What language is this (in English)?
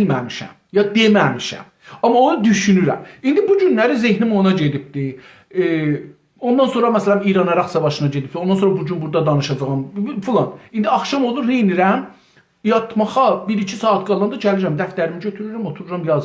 South Azerbaijani